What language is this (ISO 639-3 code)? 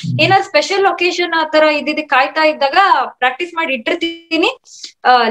kan